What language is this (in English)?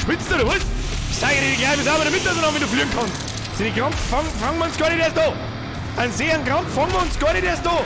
Bavarian